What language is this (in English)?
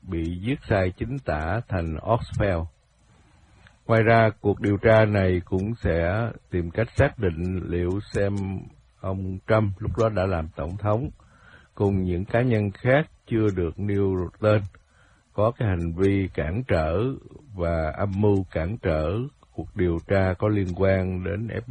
Vietnamese